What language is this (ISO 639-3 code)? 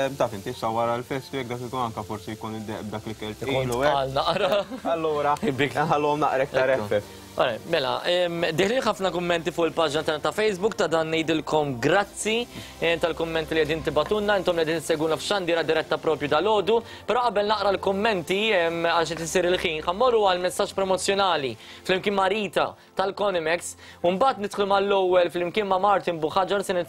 mlt